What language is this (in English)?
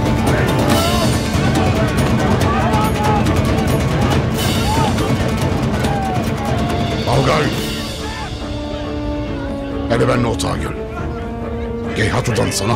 Turkish